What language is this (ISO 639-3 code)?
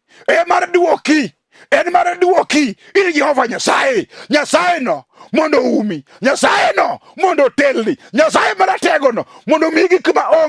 luo